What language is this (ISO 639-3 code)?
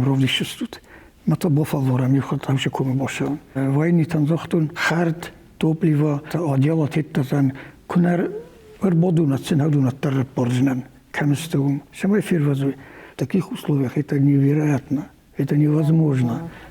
oss